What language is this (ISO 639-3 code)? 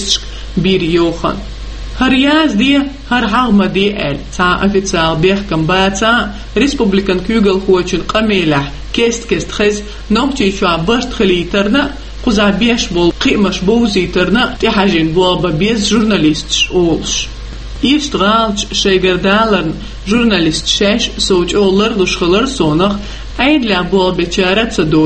che